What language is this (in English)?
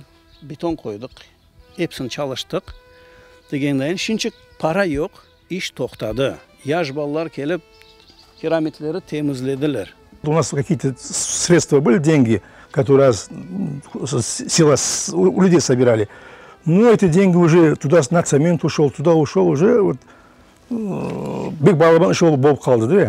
Crimean Tatar